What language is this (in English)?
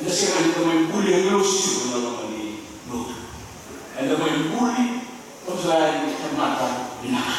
Fijian